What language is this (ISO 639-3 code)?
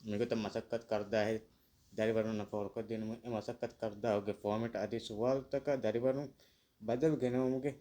div